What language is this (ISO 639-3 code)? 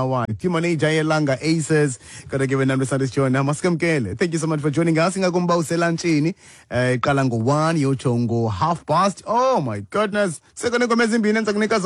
xho